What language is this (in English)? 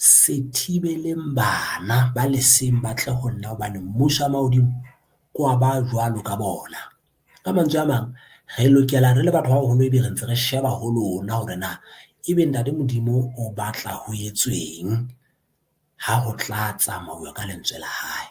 Southern Sotho